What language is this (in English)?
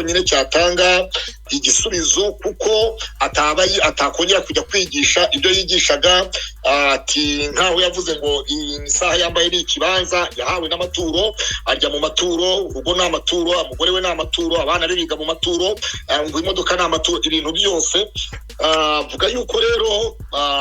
Kinyarwanda